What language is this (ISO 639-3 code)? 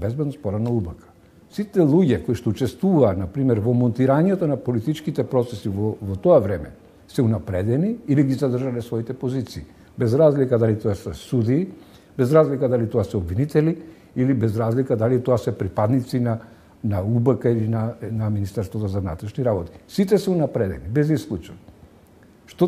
mkd